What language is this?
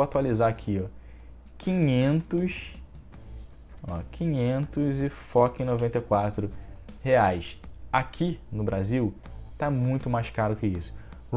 Portuguese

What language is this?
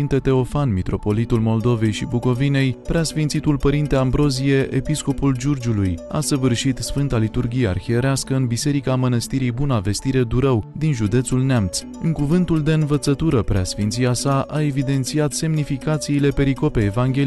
Romanian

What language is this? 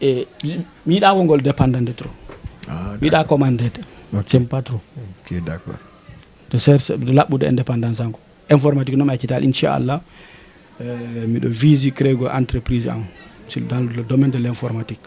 Fula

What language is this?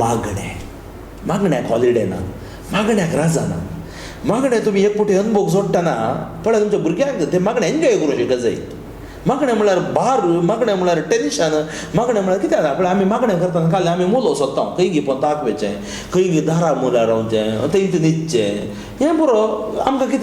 Konkani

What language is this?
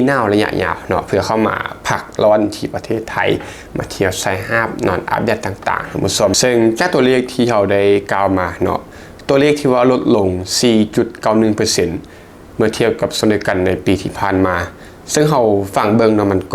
Lao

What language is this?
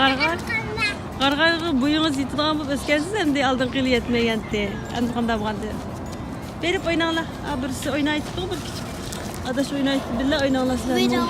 Uyghur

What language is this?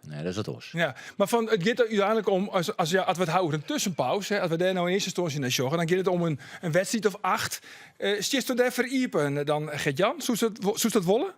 Western Frisian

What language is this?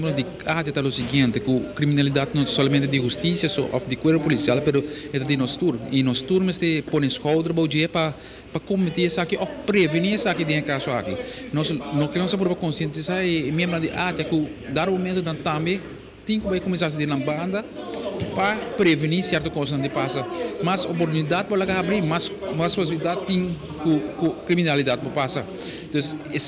Papiamento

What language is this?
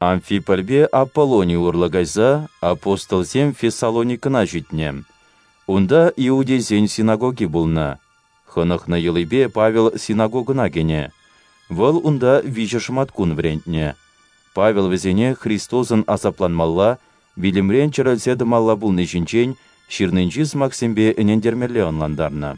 Chuvash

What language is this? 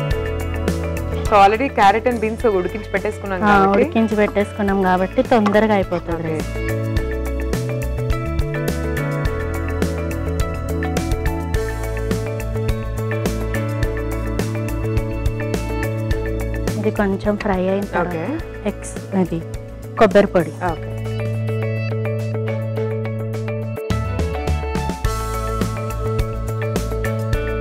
Telugu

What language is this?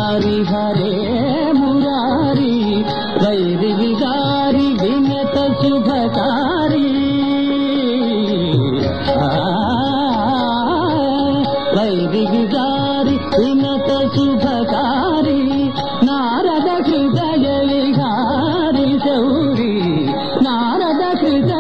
Telugu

